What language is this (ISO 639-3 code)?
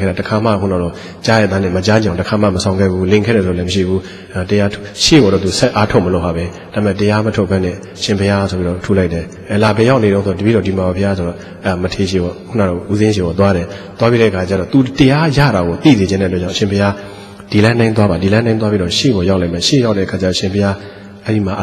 mya